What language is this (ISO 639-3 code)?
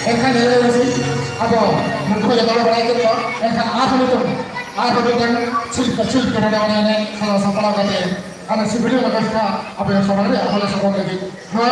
sat